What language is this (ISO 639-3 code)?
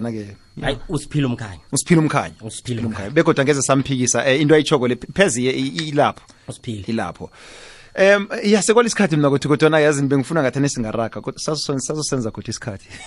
nbl